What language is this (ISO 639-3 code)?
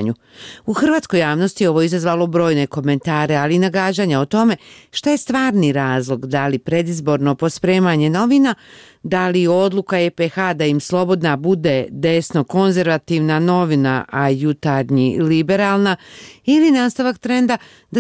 bos